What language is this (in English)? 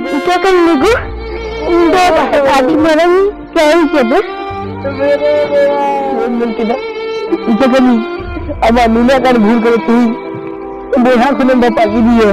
Santali